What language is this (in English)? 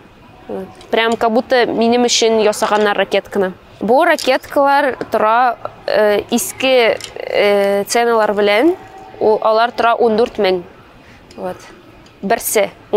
Tatar